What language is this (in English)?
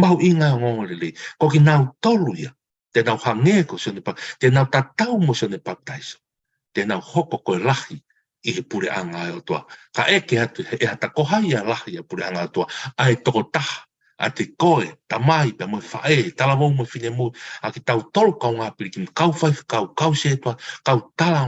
Tongan